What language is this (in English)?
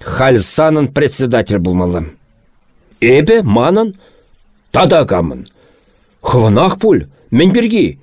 Chuvash